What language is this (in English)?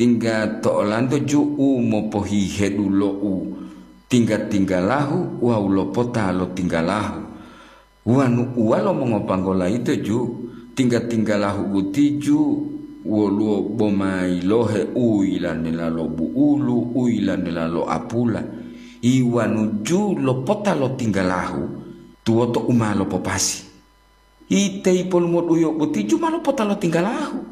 Gorontalo